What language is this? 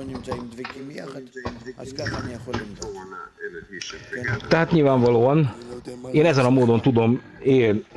Hungarian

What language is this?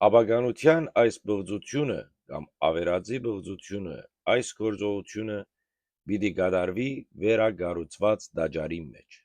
Western Armenian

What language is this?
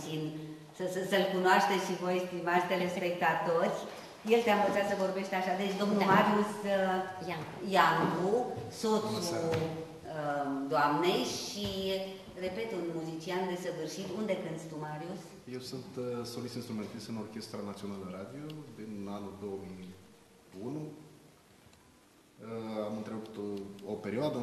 Romanian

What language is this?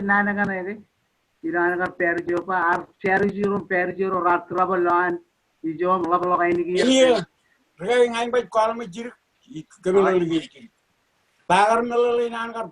Marshallese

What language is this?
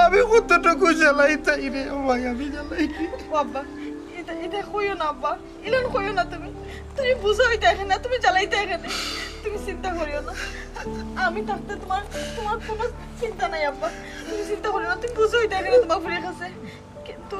Sylheti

